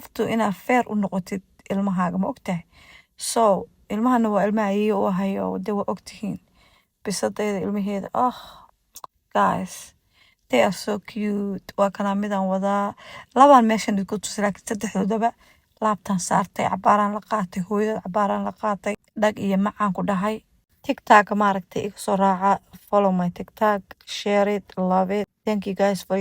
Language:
Somali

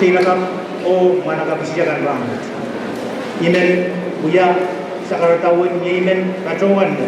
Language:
Pohnpeian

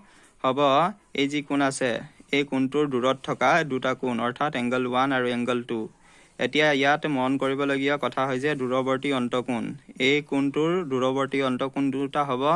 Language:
Assamese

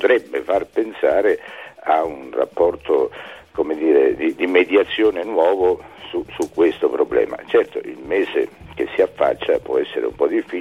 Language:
Italian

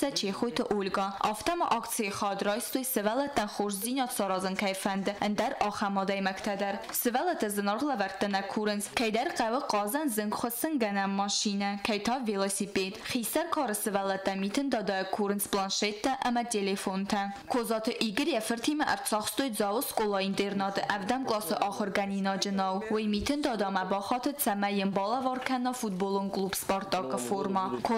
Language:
Ossetic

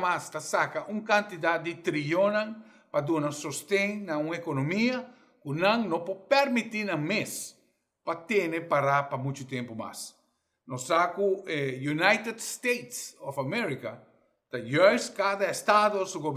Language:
Papiamento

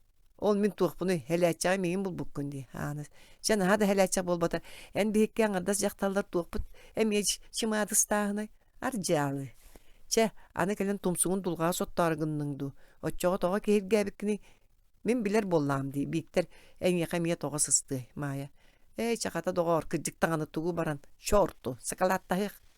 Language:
Yakut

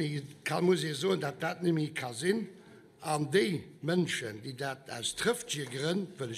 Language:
Luxembourgish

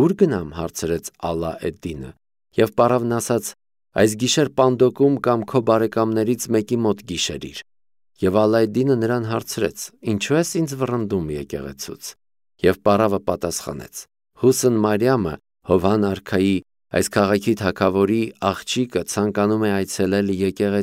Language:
Armenian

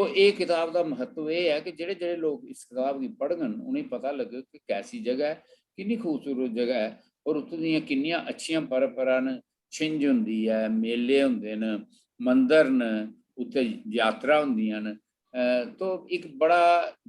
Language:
Dogri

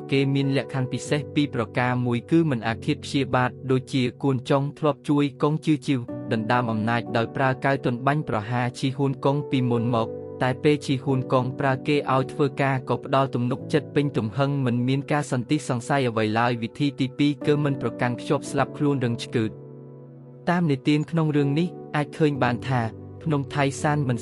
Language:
Khmer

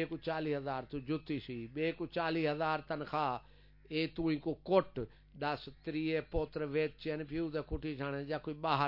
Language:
Saraiki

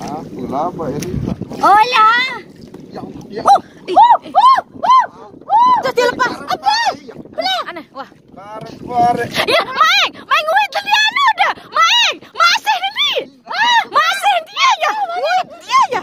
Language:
Sasak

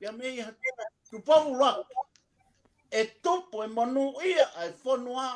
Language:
Tongan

